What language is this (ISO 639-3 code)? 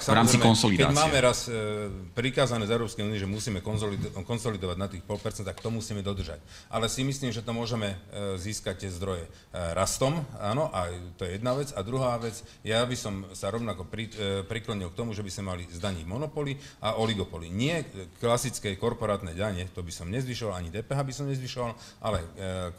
slk